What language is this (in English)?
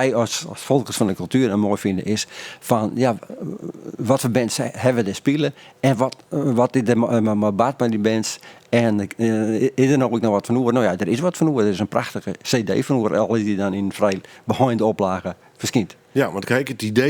Western Frisian